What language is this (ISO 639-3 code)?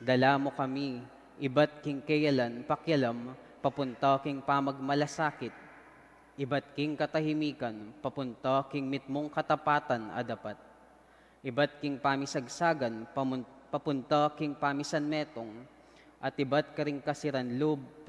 pam